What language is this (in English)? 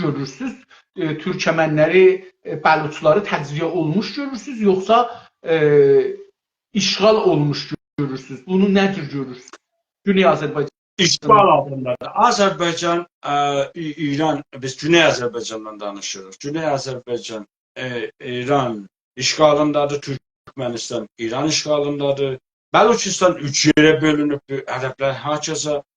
South Azerbaijani